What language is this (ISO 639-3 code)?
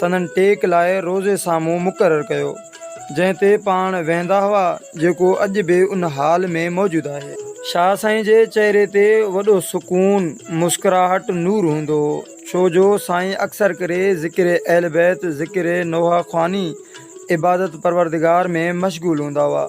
snd